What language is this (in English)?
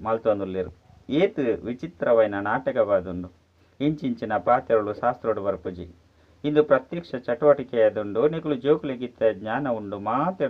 Tulu